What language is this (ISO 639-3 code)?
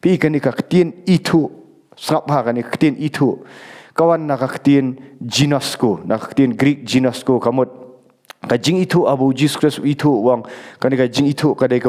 kha